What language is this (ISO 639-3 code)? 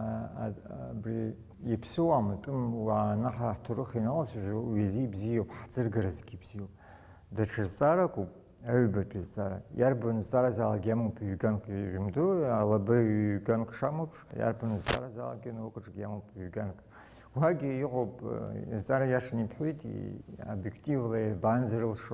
abk